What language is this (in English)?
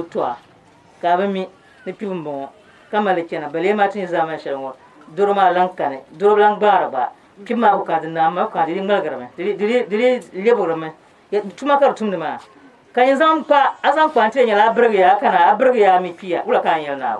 Dagbani